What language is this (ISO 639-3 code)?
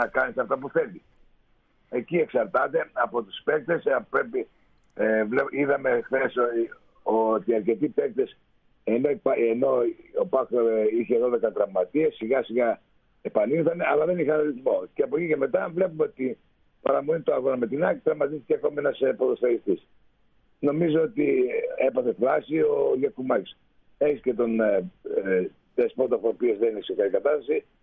ell